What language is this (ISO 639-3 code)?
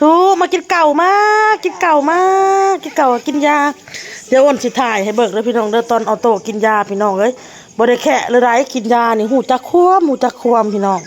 tts